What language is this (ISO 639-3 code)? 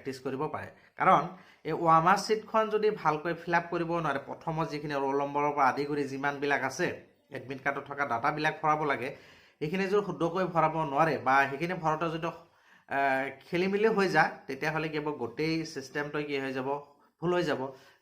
asm